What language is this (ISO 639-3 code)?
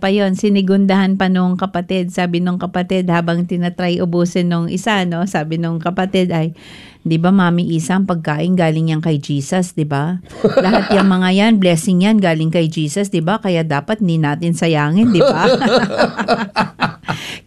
fil